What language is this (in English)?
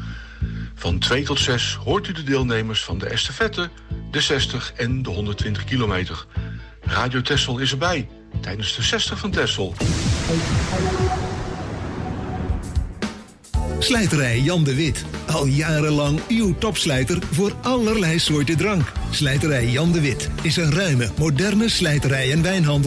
Dutch